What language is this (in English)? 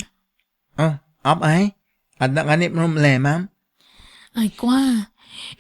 Iloko